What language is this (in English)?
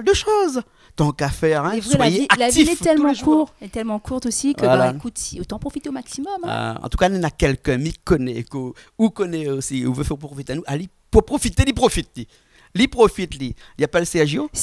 Réunion Creole French